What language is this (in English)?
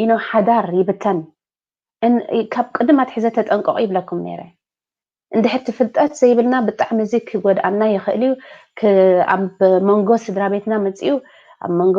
Tigrinya